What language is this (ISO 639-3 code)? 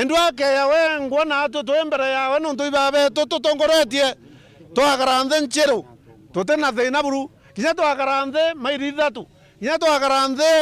mer